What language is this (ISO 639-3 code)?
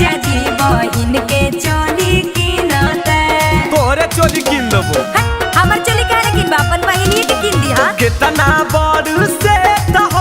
mag